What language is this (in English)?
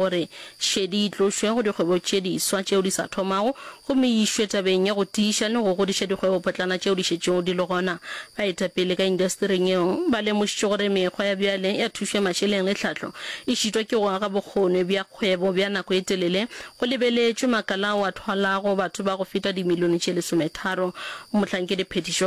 Northern Sotho